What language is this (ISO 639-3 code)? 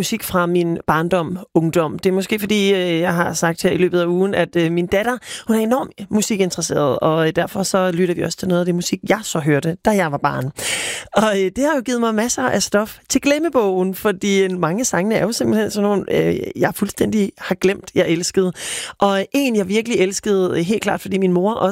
dan